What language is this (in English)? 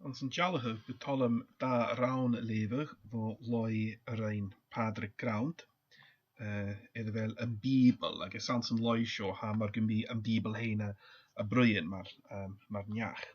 Scottish Gaelic